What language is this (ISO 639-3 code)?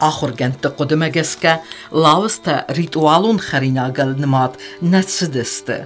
oss